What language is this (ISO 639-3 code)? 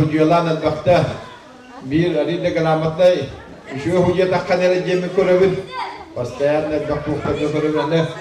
sah